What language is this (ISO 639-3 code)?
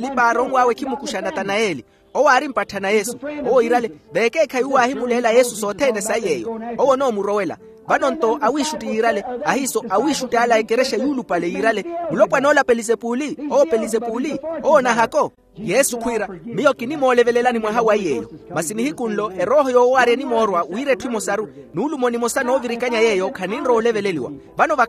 vmw